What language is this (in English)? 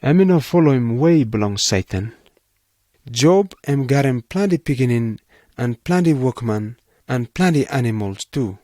Pijin